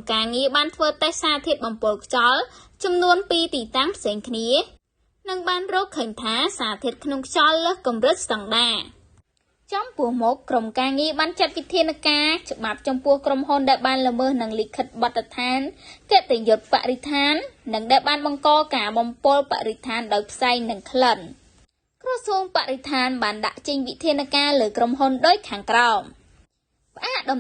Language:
Khmer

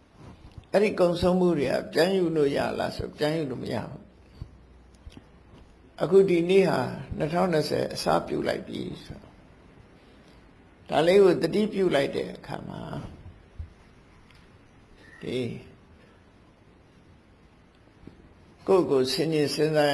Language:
Burmese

